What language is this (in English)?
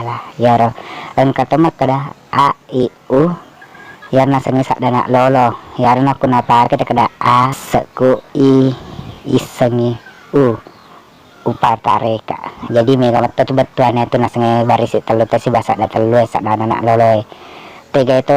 Buginese